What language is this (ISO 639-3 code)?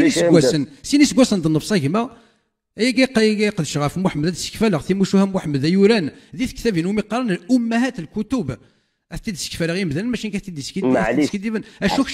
kab